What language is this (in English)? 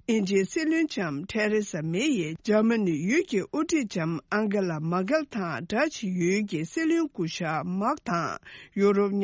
Tibetan